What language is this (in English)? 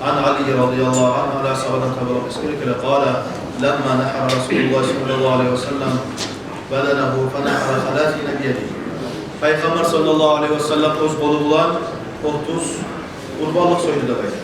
Kumyk